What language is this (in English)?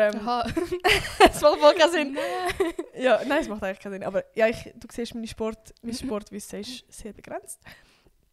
Swiss German